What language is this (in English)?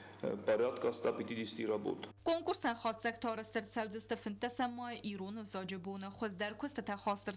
Ossetic